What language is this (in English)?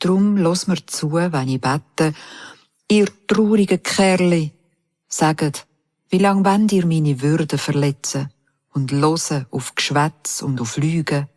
Swiss German